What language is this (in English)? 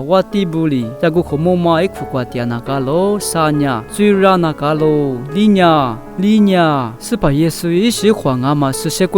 Lisu